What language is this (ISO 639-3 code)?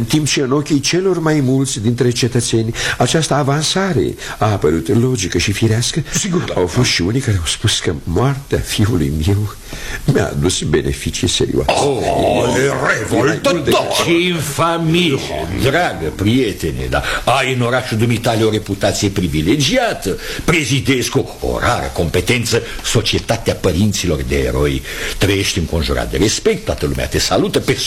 ron